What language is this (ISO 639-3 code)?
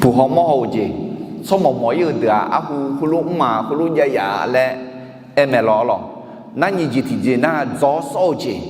ahk